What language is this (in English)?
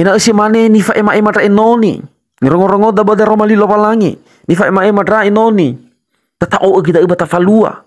Nias